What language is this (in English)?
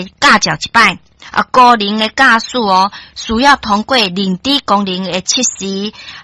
Min Nan Chinese